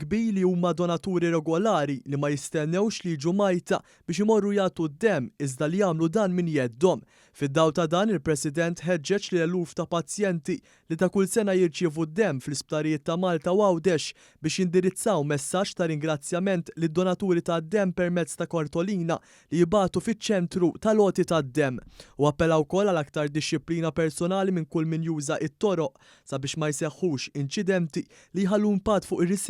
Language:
Maltese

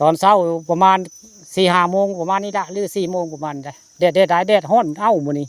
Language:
Northeastern Thai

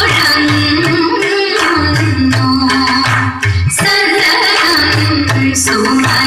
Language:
Malayalam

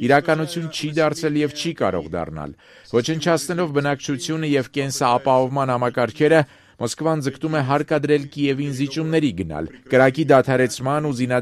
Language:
Armenian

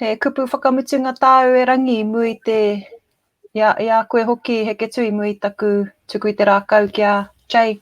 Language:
Māori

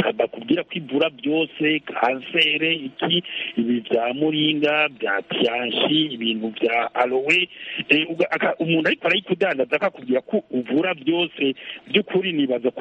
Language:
Kinyarwanda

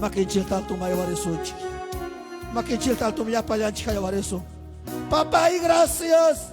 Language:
Ayacucho Quechua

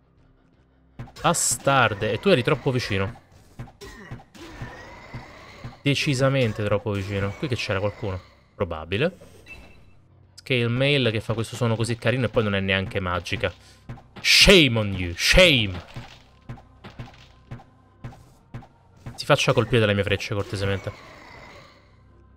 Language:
Italian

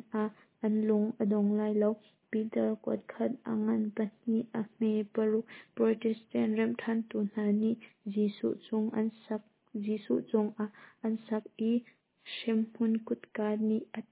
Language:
Hakha Chin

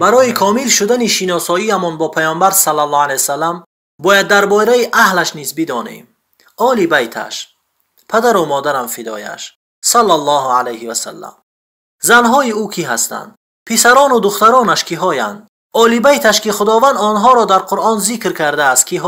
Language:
Tajik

